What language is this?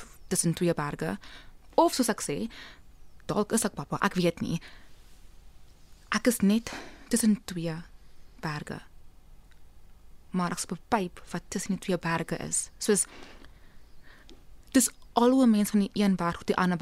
Afrikaans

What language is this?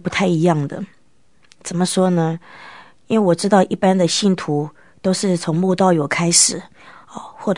Chinese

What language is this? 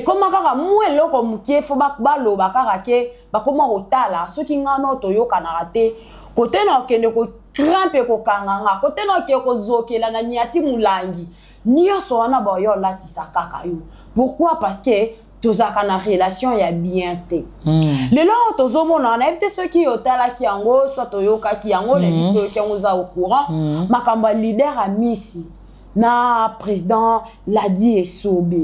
Lingala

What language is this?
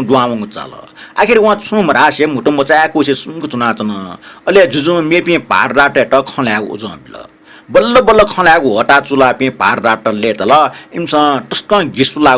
Newari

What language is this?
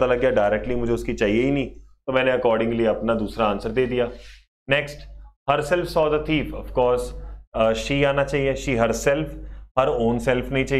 Hindi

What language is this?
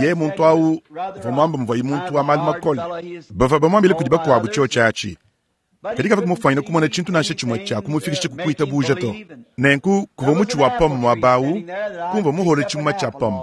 Luba-Lulua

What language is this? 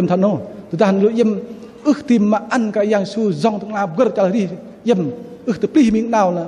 Bahnar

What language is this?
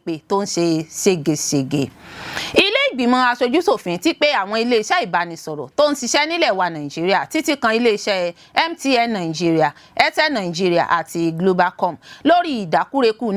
Yoruba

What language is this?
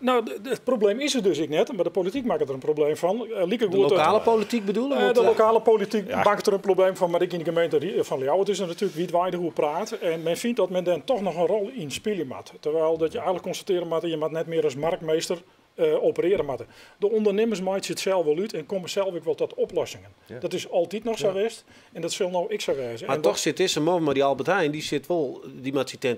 Western Frisian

